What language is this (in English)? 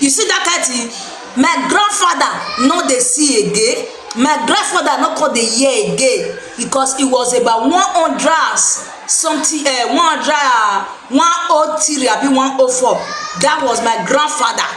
Nigerian Pidgin